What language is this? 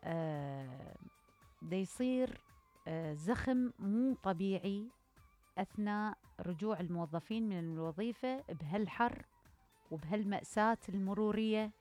Mesopotamian Arabic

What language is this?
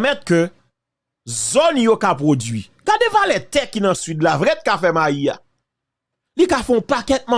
Haitian Creole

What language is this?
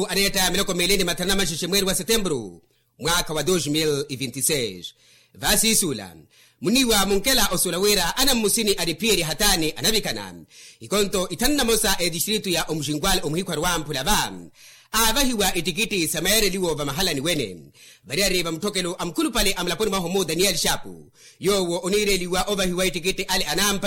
Makhuwa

